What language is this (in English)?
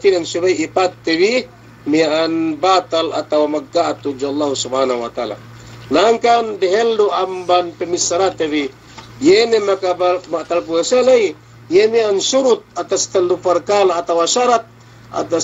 Yakan